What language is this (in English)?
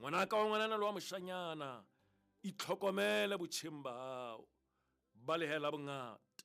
Southern Sotho